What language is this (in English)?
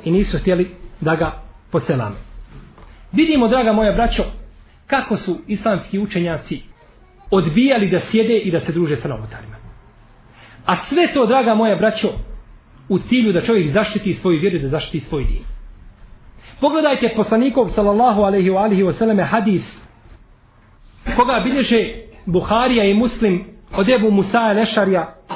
Bosnian